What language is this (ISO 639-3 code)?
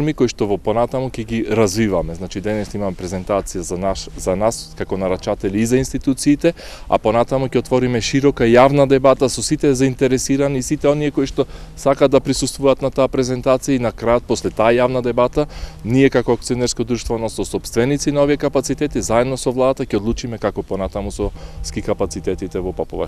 mkd